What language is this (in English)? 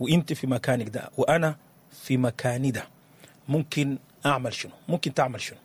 Sudanese Arabic